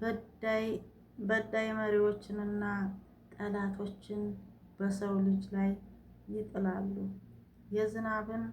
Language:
Amharic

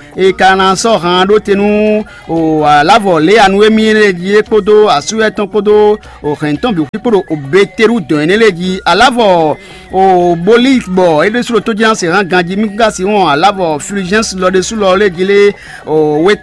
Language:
Fon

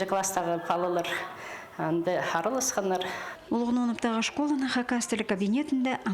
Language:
Khakas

